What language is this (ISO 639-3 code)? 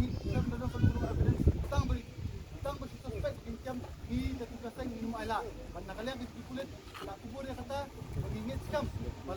kha